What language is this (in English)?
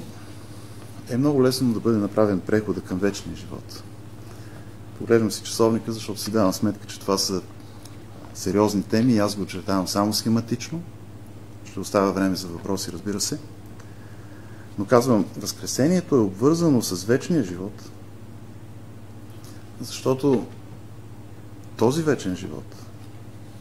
Bulgarian